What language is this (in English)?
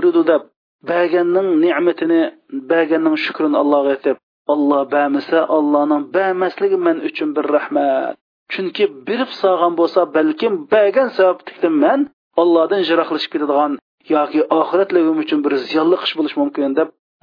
Uyghur